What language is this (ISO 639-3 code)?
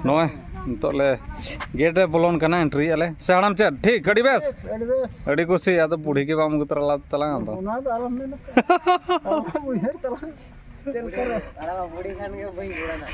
sat